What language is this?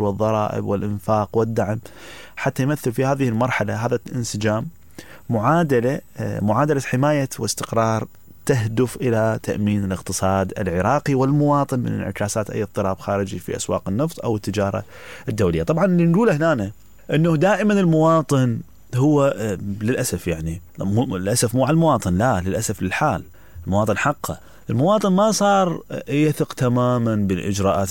Mesopotamian Arabic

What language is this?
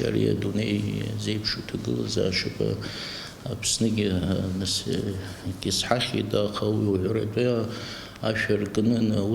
Abkhazian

